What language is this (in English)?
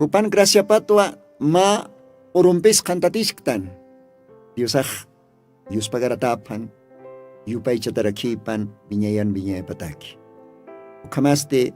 Aymara